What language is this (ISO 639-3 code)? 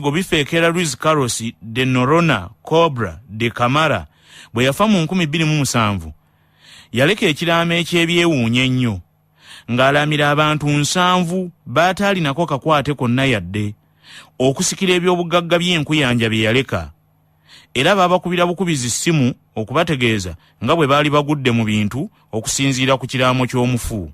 lug